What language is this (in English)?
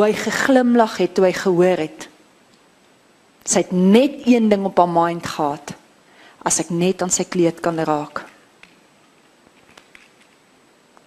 Afrikaans